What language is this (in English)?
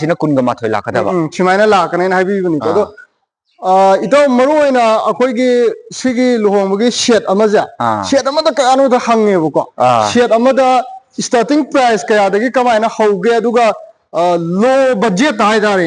Manipuri